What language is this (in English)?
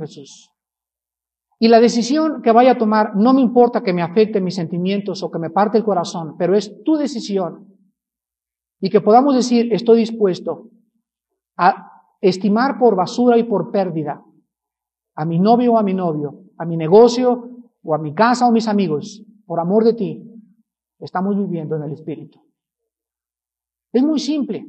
Spanish